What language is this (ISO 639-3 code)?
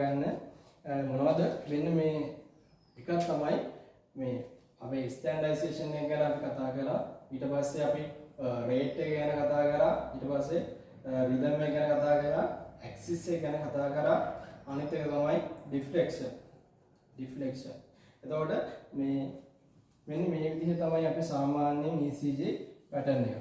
sin